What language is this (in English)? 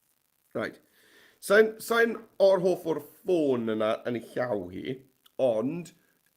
Welsh